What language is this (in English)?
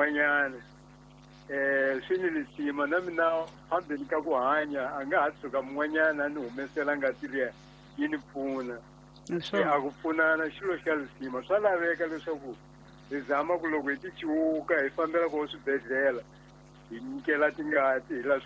Tsonga